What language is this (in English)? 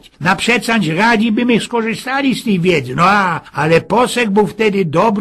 Silesian